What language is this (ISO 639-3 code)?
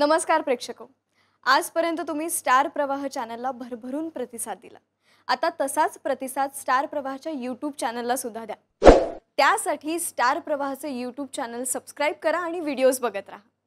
mar